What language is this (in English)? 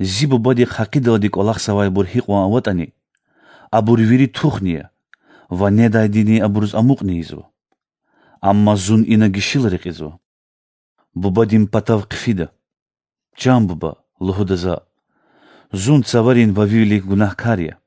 Lezghian